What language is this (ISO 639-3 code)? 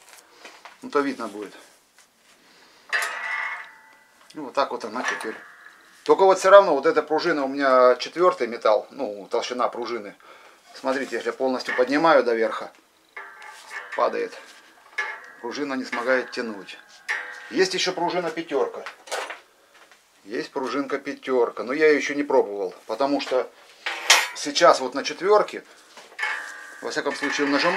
rus